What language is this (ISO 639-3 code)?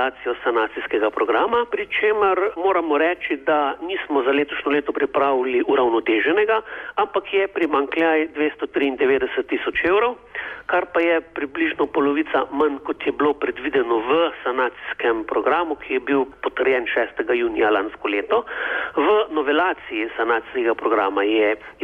slv